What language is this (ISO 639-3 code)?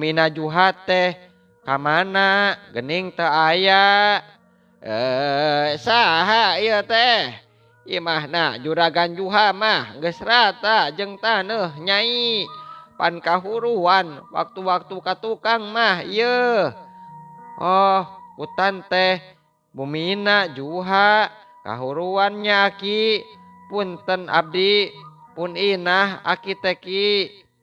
sun